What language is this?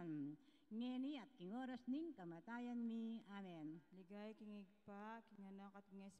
Pampanga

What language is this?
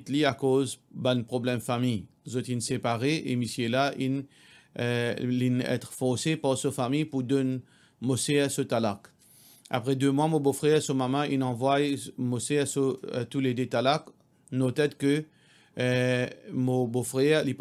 Morisyen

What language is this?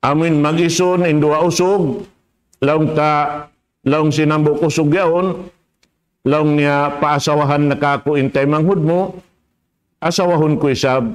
Tausug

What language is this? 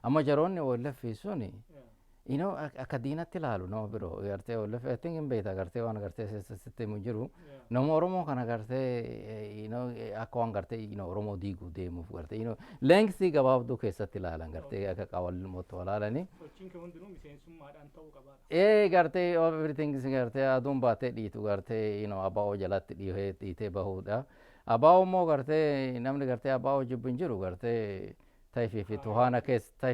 Oromo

